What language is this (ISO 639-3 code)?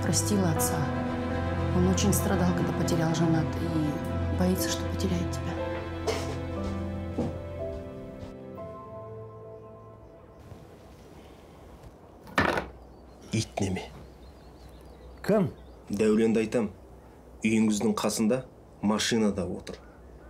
kaz